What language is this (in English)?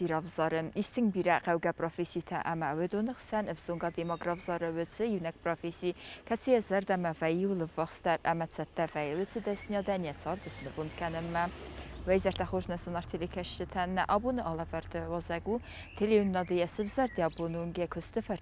Ossetic